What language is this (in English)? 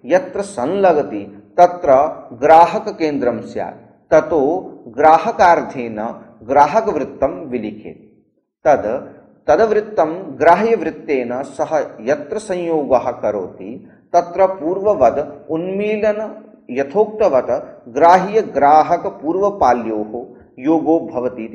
Sanskrit